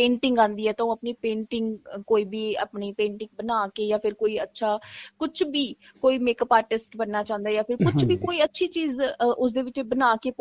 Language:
Punjabi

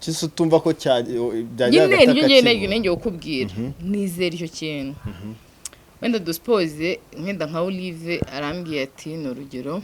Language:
Kinyarwanda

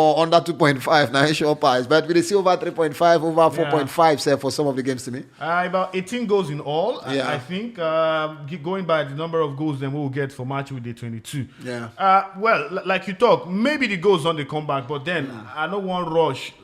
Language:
Nigerian Pidgin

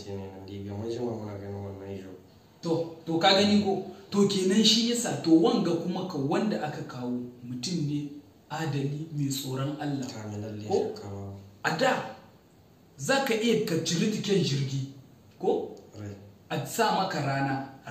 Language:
Hausa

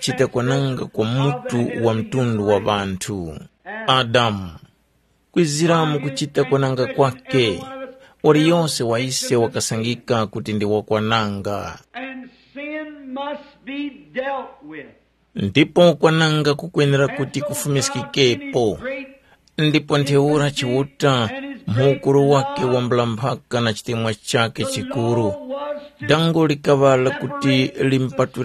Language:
Tumbuka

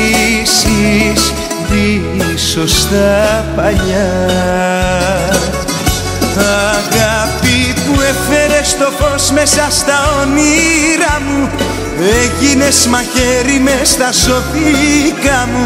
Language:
Greek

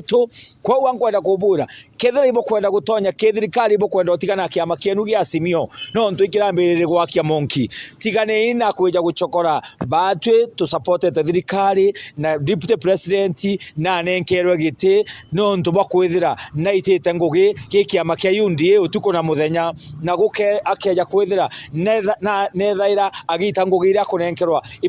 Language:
Meru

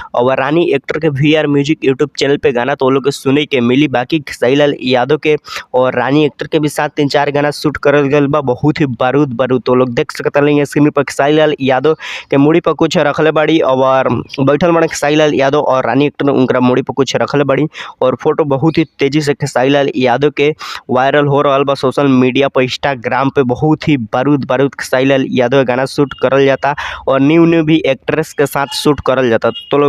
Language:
Bhojpuri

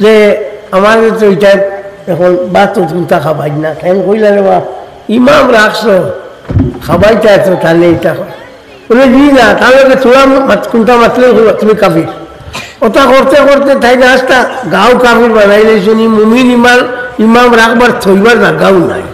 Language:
Sylheti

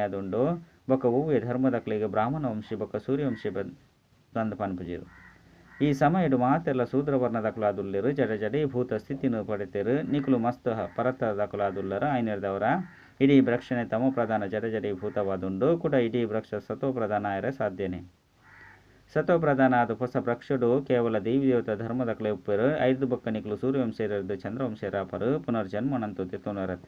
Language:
Tulu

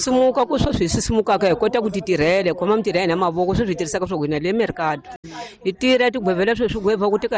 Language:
Tsonga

